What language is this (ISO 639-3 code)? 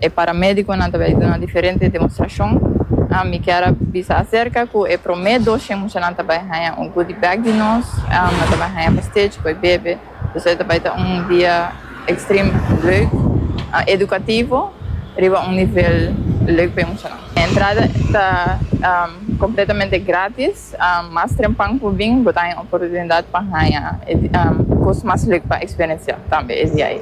pap